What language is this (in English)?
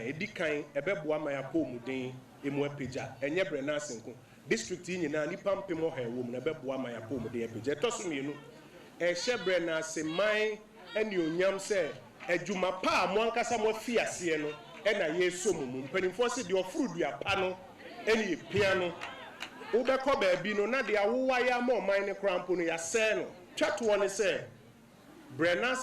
Akan